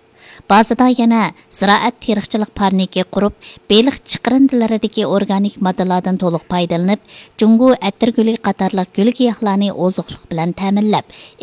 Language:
Uyghur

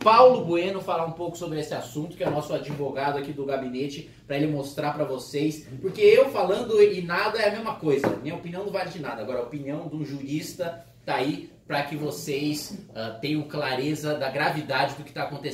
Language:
Portuguese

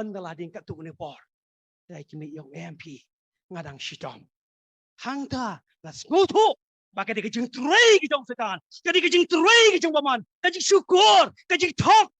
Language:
Khasi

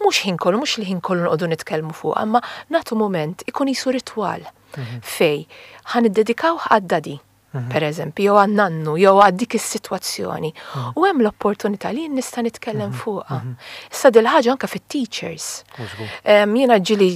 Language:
Maltese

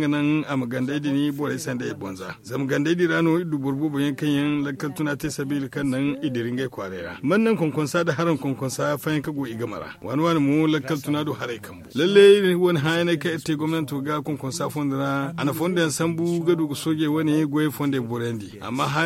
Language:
Zarma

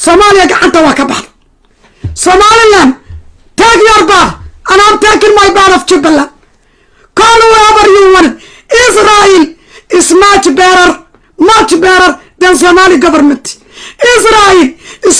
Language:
Somali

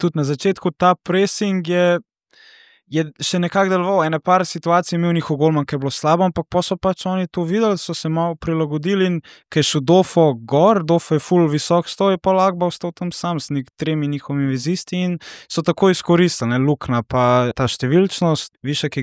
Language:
Slovenian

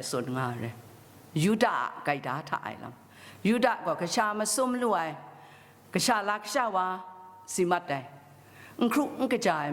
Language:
Kachin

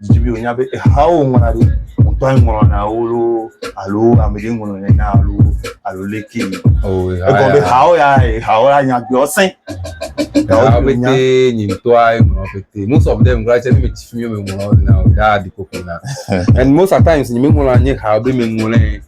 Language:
Ewe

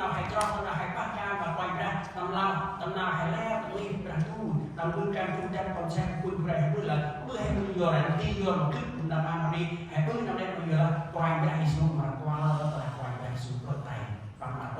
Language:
Central Mnong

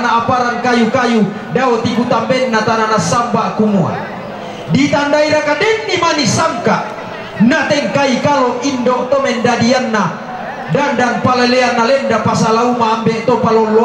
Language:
Toraja-Sa'dan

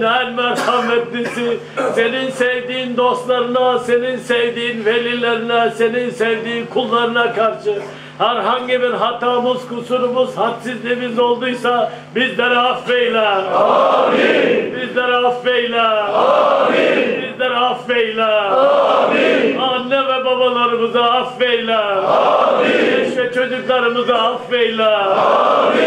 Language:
Turkish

